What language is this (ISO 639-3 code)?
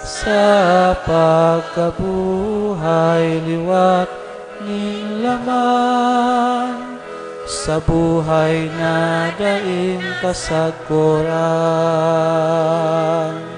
bik